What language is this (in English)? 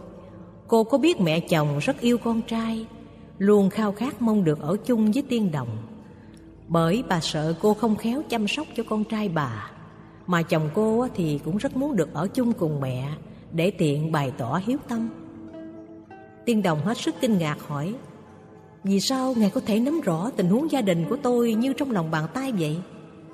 Vietnamese